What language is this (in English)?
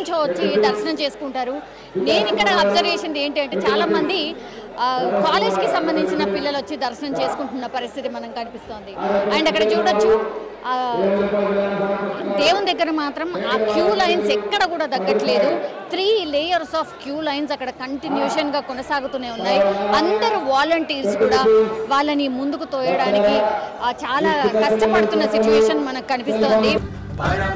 Telugu